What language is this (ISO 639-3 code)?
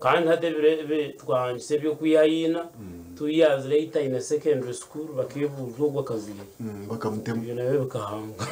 nyn